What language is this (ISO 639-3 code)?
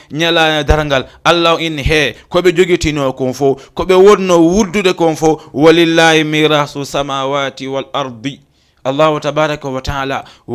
ful